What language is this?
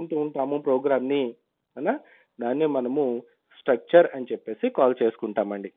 Telugu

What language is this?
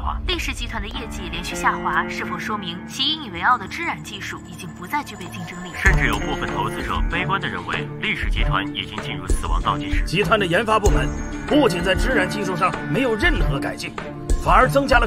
Chinese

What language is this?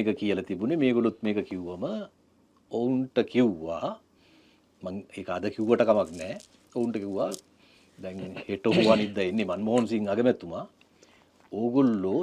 Sinhala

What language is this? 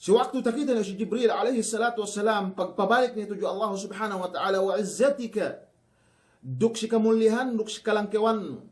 Yakan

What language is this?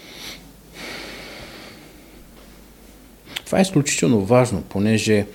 Bulgarian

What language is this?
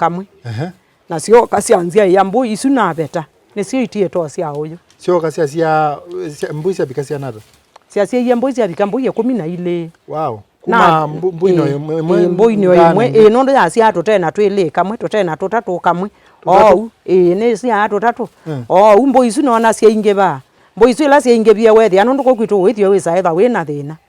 Kamba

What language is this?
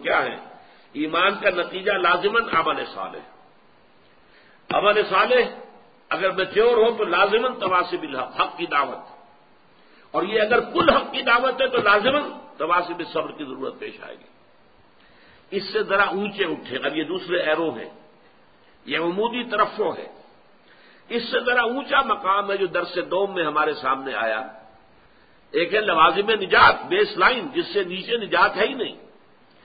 Urdu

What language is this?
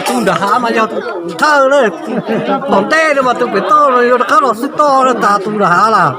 Hmong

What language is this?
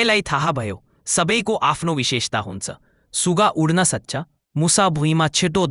Nepali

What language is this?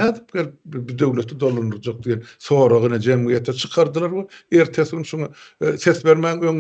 Turkmen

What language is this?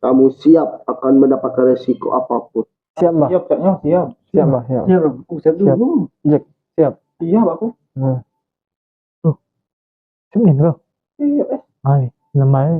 Musi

